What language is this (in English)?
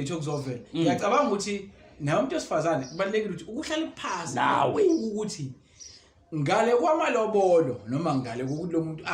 Zulu